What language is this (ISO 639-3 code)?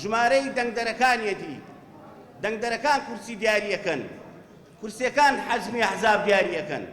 ckb